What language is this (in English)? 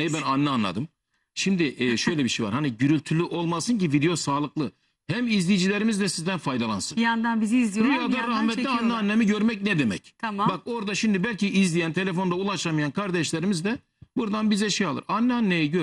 Turkish